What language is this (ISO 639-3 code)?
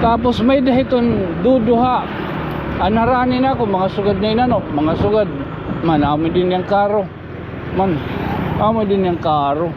war